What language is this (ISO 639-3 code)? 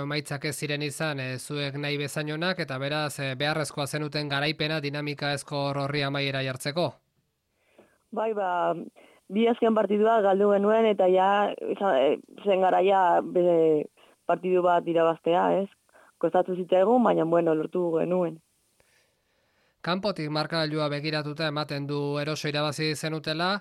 eus